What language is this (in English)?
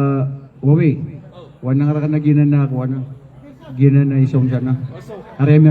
Maranao